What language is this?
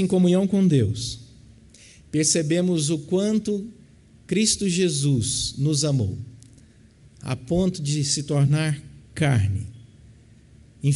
Portuguese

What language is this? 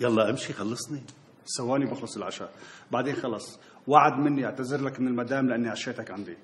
North Levantine Arabic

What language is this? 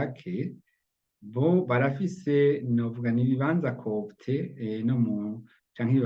Rundi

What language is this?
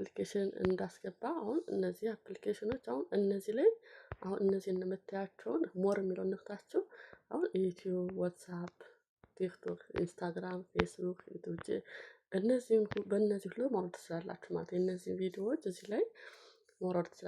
Amharic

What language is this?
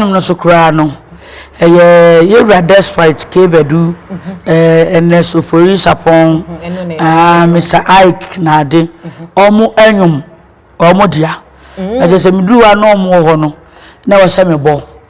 Akan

